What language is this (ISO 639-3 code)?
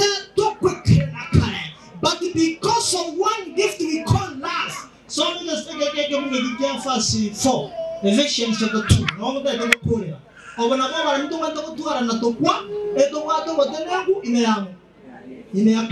guz